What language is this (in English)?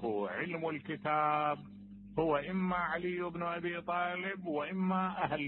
Mesopotamian Arabic